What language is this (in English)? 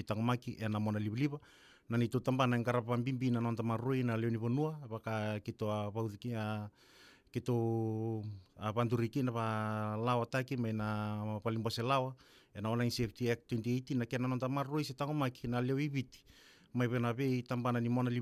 Fijian